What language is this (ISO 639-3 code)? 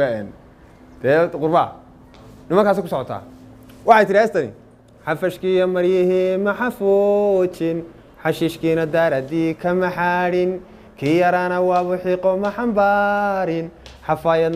som